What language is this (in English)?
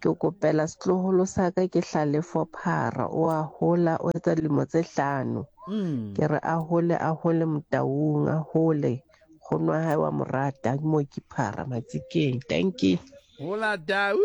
Southern Sotho